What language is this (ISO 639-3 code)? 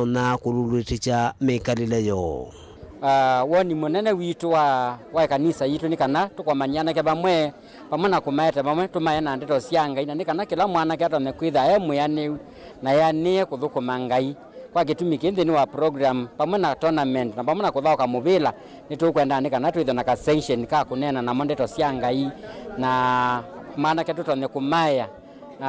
kam